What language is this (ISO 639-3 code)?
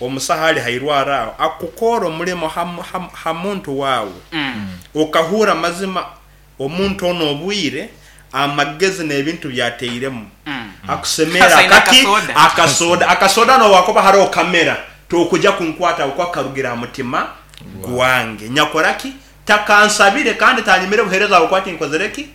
nyn